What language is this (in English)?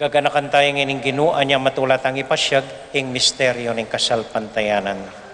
Pampanga